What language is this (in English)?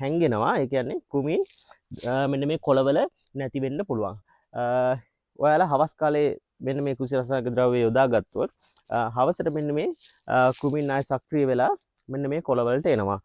Sinhala